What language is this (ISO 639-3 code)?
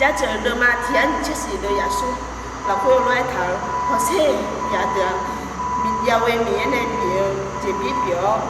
ahk